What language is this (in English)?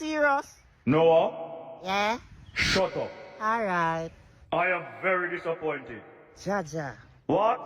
Jamaican Creole English